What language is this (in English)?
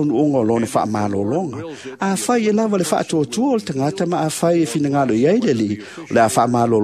Samoan